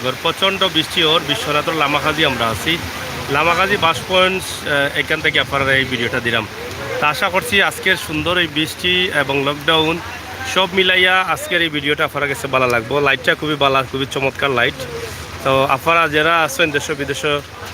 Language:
Sylheti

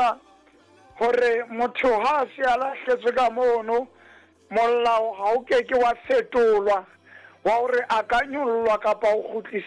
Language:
Southern Sotho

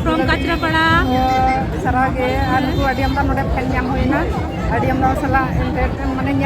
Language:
Santali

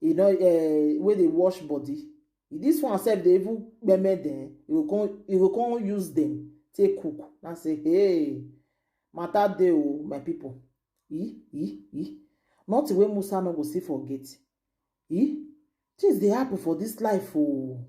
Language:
Nigerian Pidgin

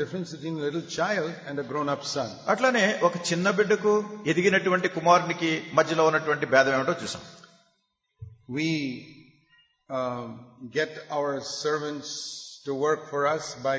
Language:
Telugu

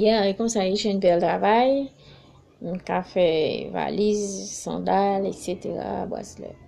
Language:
Haitian Creole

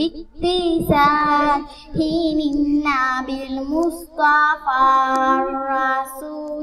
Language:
Bangla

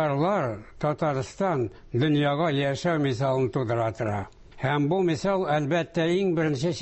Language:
Tatar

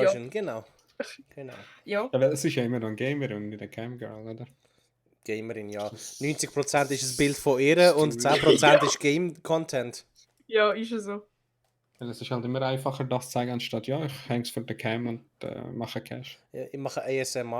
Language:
Swiss German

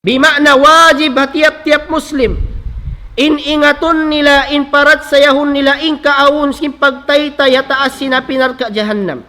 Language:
Tausug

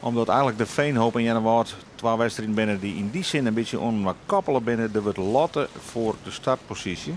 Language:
Western Frisian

